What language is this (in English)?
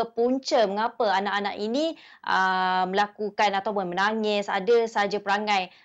Malay